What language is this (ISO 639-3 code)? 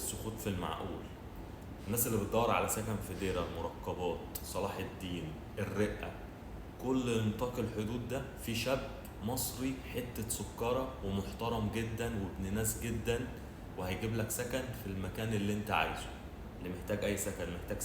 arz